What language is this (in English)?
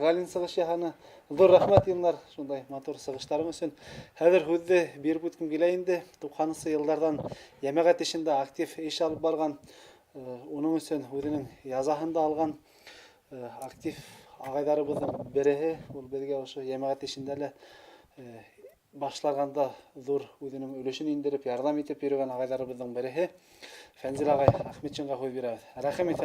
Bashkir